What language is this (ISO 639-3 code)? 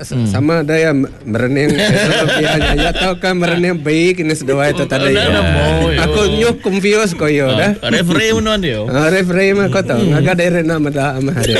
iba